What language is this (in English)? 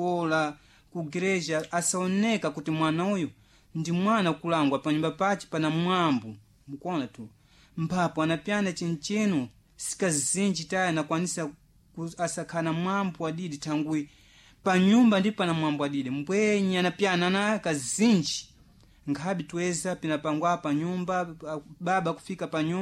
Sena